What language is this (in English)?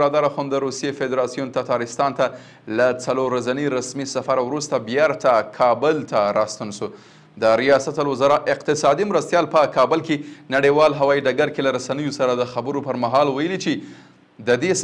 Pashto